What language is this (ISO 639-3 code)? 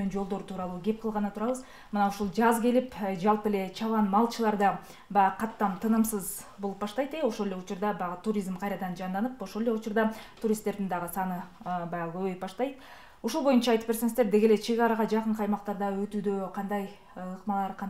kir